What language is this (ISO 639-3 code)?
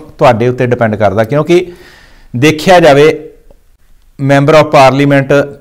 pan